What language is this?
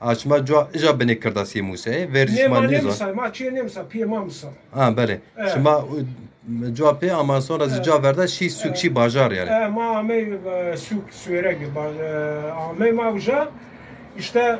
Zaza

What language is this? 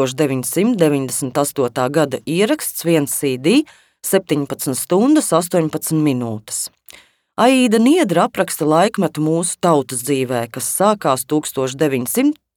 Latvian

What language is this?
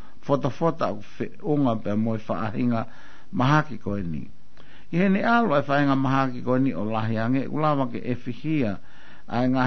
Tongan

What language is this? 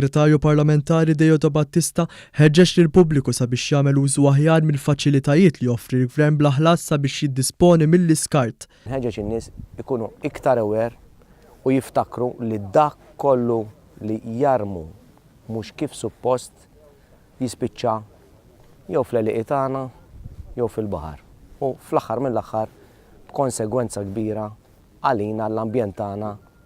Maltese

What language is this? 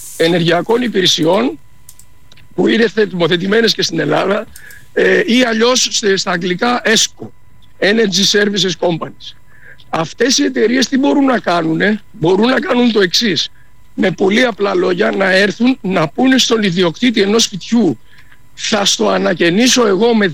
Greek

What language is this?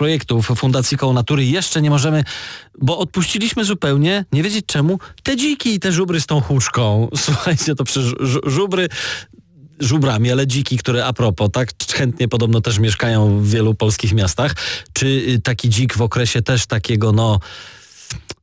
Polish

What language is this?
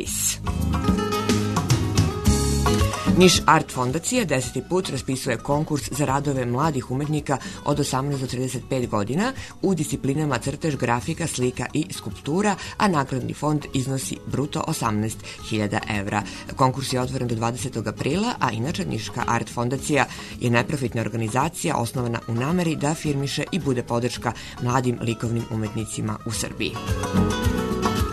Serbian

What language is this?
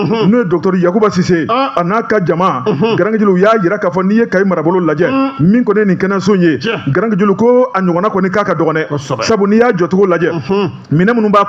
Bambara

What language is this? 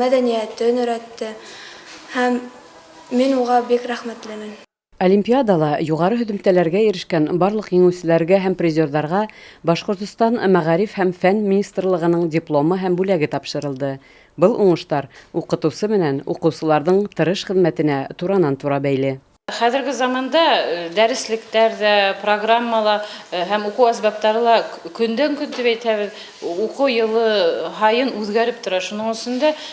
Bashkir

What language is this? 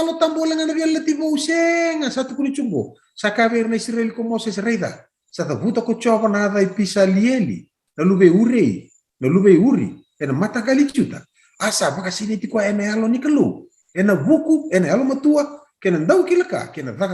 Fijian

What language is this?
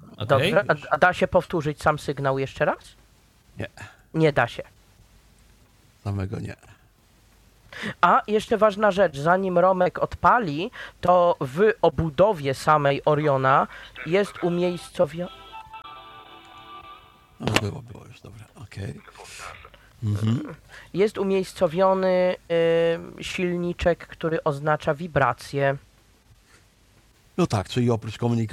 Polish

